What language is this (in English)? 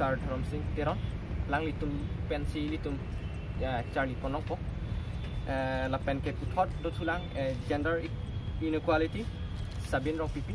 Karbi